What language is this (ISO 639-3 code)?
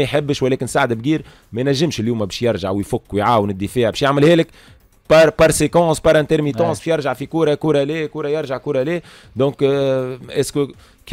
aeb